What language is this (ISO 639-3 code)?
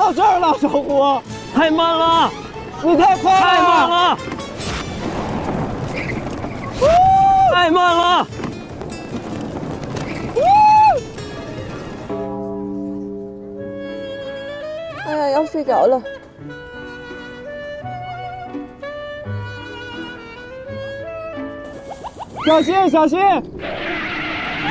zho